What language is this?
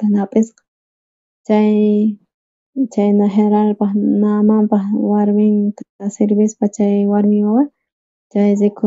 South Bolivian Quechua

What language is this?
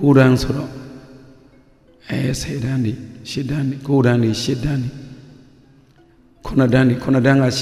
Burmese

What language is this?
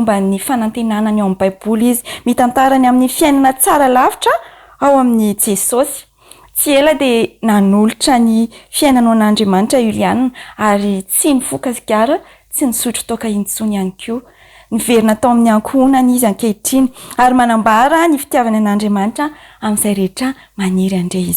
Malagasy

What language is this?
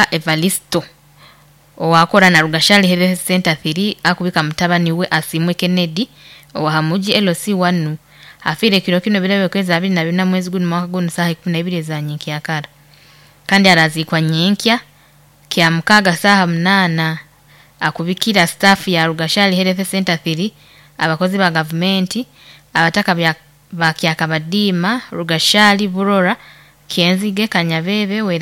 Nyoro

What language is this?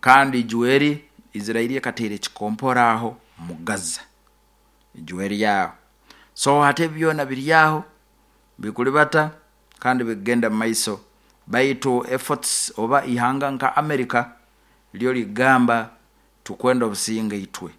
Nyoro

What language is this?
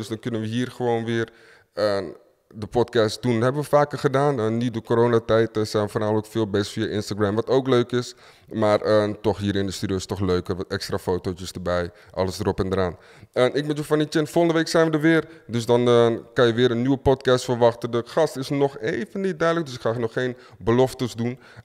Dutch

